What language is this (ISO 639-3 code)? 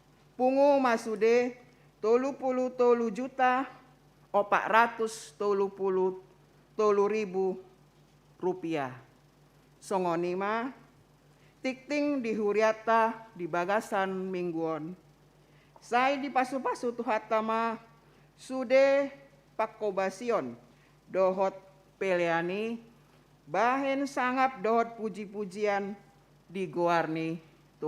bbc